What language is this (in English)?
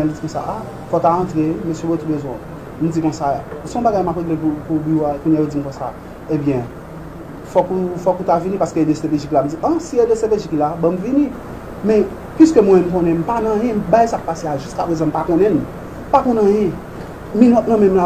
Haitian Creole